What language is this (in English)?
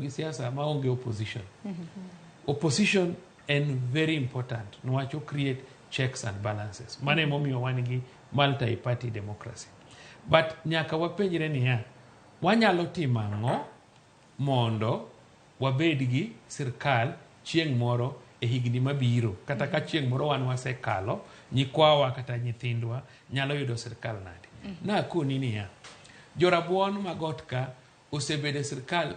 Luo (Kenya and Tanzania)